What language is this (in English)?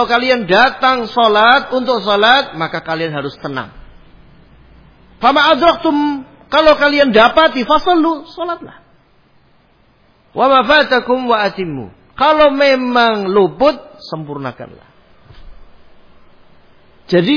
Indonesian